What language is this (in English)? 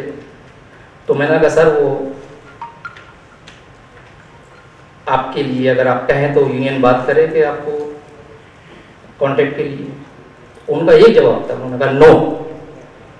Urdu